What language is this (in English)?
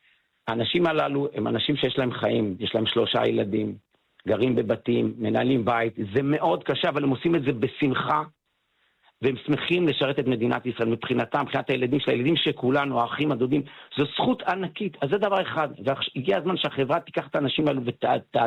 Hebrew